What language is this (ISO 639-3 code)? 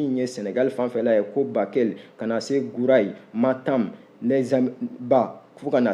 bam